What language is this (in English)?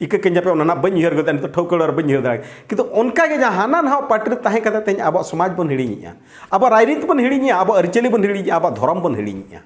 Santali